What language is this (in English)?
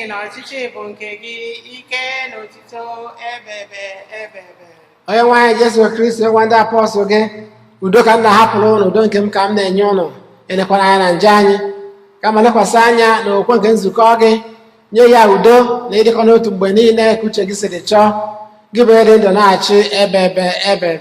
Igbo